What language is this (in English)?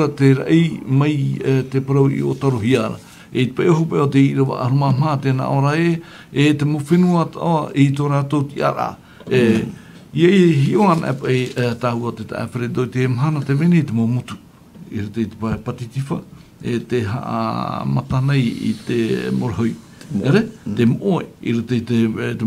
Tahitian